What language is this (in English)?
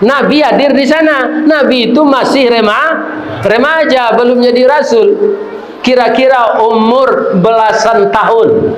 Minangkabau